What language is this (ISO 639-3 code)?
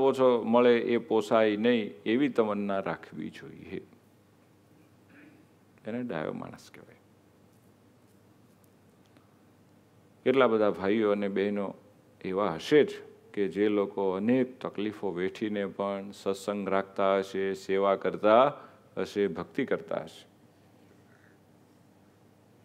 guj